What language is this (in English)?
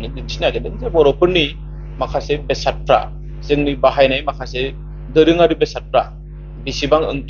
Bodo